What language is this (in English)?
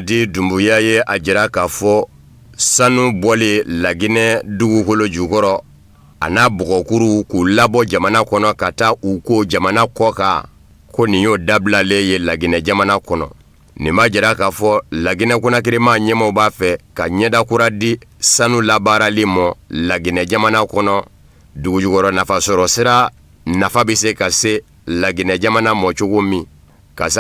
Bambara